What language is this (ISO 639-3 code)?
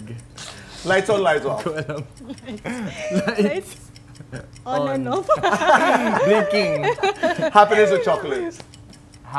fil